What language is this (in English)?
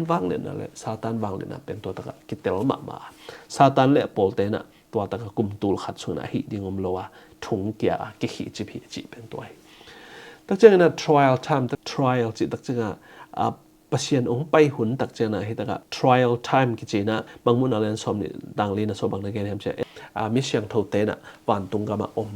Tedim Chin